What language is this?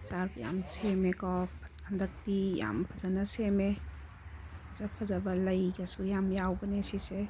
Manipuri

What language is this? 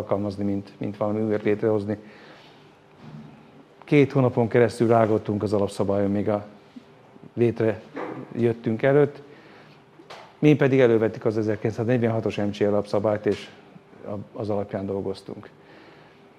Hungarian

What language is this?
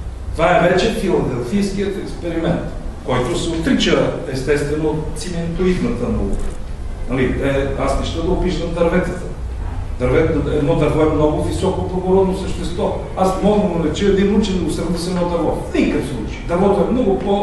Bulgarian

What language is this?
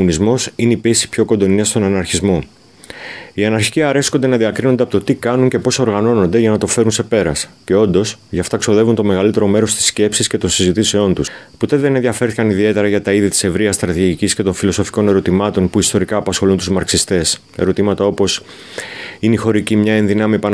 Greek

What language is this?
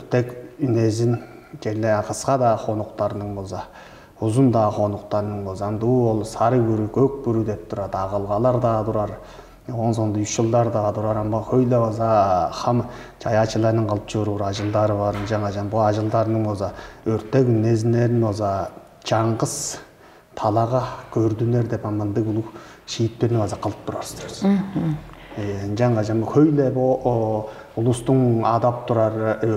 Tuvinian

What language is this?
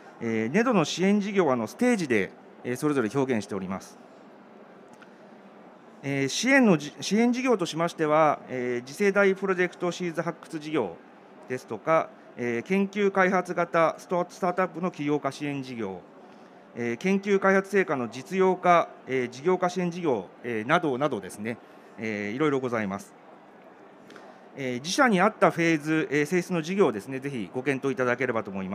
Japanese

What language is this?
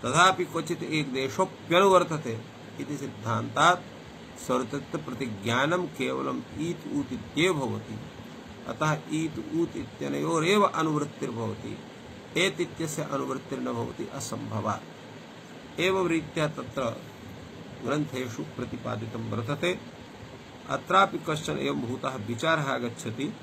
Sanskrit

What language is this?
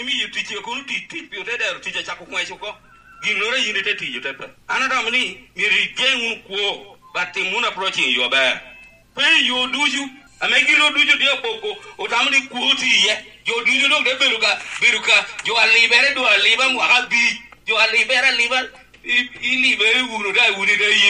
Lango (Uganda)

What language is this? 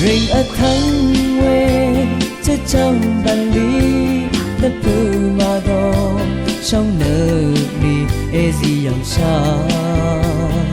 Rawang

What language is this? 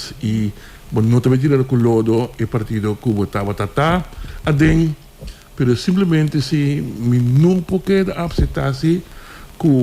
Papiamento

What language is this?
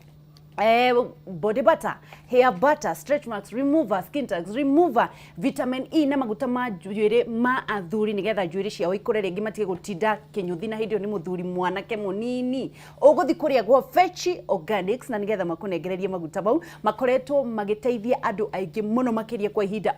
Kikuyu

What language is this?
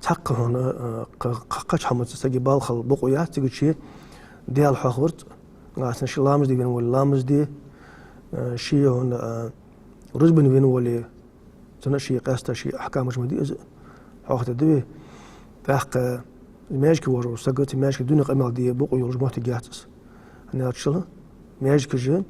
Ingush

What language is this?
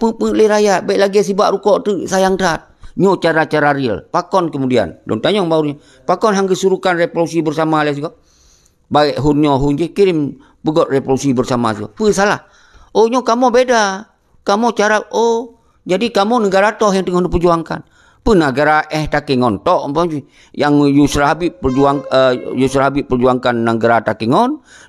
Achinese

